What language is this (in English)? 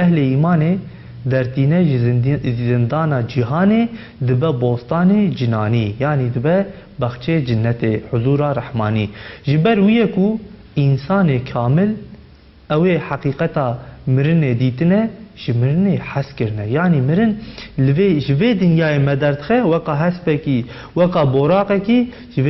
Kurdish